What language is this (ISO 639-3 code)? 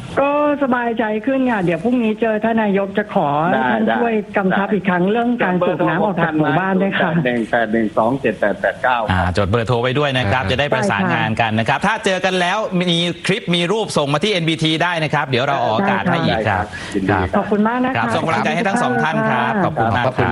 tha